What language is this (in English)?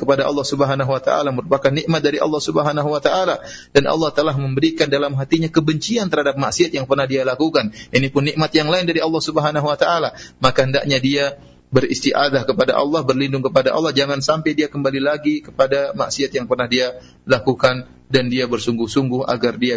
Indonesian